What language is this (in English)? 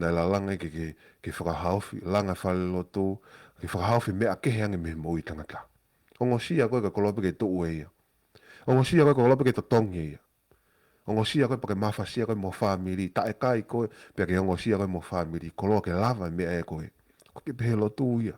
Tongan